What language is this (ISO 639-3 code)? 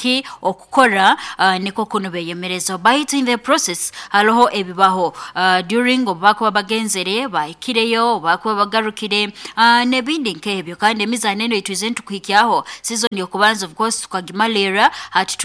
nyo